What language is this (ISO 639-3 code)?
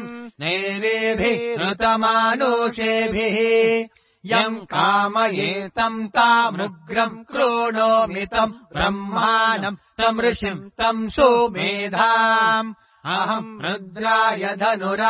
san